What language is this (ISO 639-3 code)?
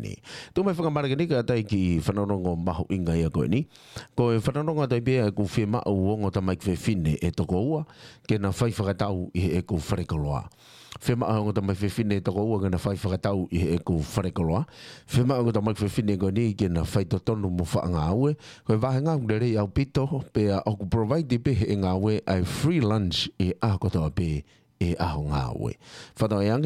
ton